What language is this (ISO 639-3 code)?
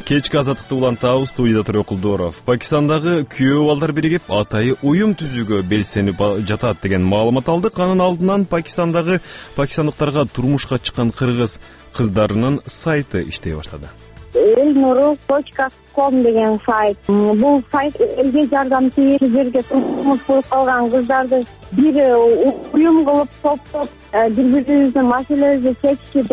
kir